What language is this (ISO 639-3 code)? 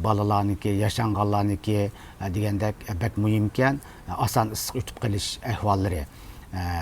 uig